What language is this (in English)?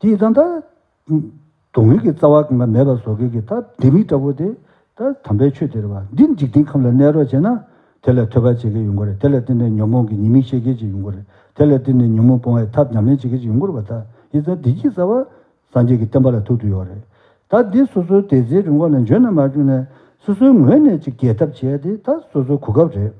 Tibetan